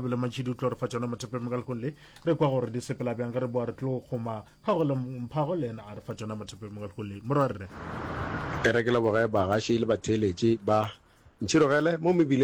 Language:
Northern Sotho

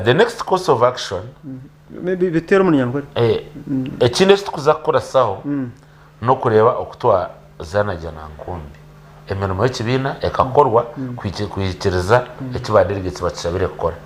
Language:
Nyankole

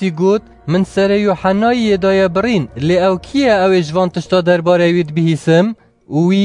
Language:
Kurdish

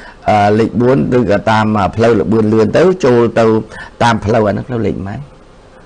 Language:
Khmer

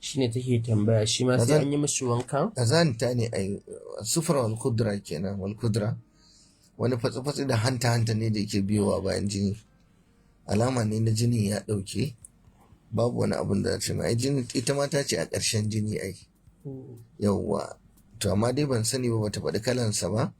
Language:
Hausa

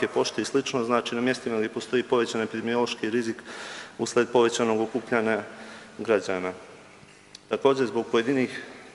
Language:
Bosnian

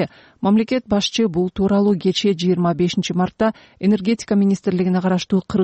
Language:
Kyrgyz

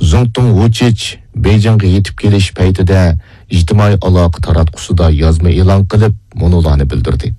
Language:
Uyghur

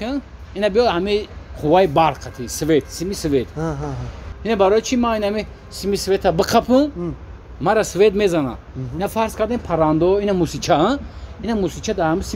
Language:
Tajik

